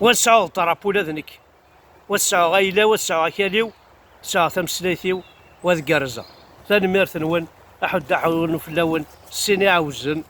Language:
Kabyle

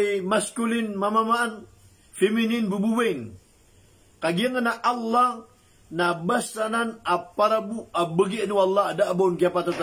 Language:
Maranao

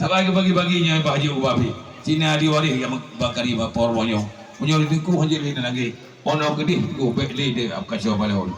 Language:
Achinese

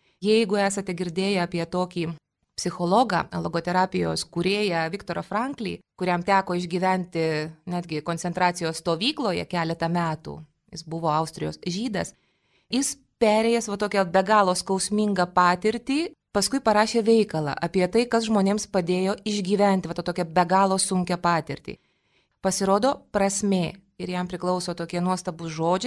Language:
Lithuanian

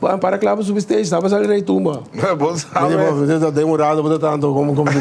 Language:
Papiamento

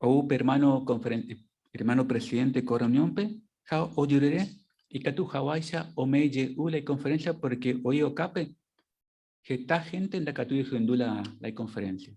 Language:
Guarani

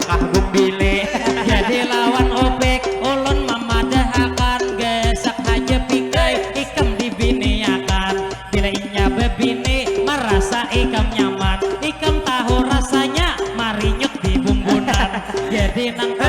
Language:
Banjar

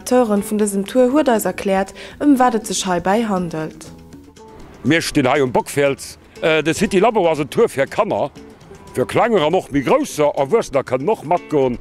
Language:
Luxembourgish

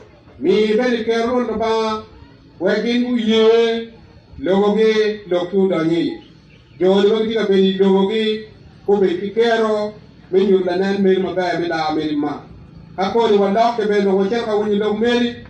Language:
Acoli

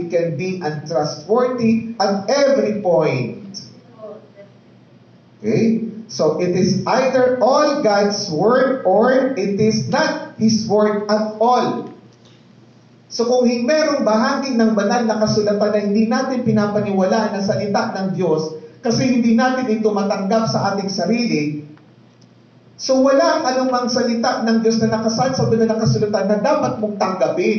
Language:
Filipino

